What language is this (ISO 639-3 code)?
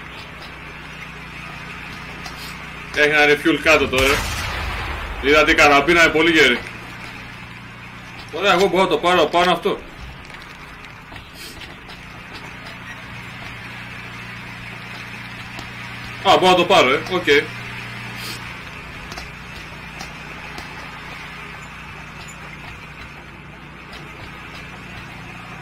ell